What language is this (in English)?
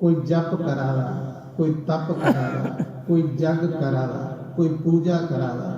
Dogri